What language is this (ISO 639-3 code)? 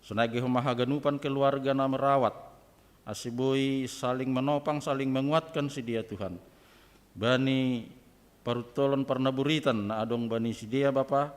bts